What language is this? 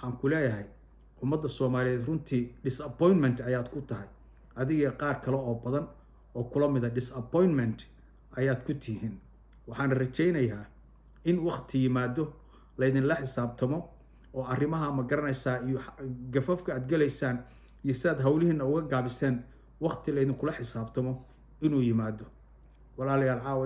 Somali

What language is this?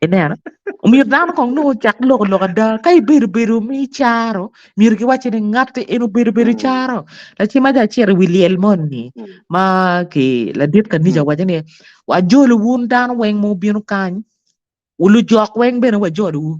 Acoli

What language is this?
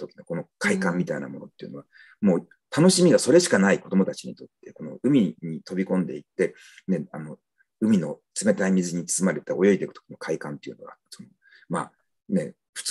Japanese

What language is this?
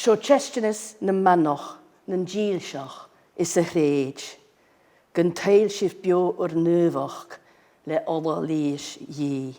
Scottish Gaelic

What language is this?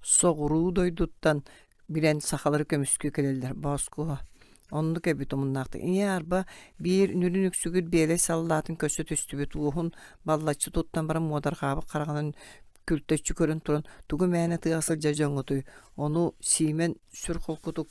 Yakut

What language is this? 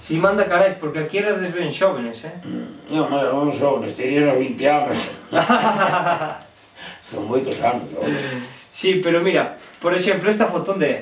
Galician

